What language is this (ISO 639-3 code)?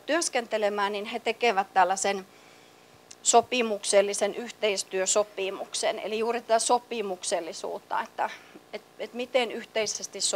fin